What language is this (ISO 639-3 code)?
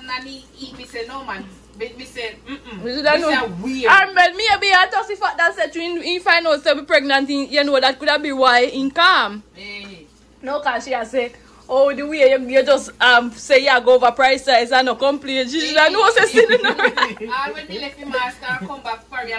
jam